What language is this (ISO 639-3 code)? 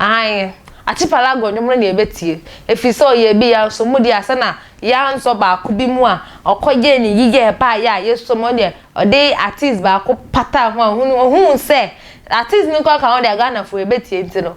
aka